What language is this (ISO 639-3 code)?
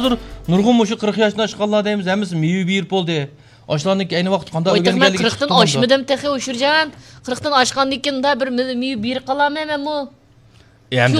uig